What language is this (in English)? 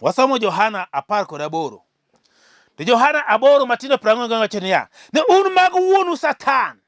Luo (Kenya and Tanzania)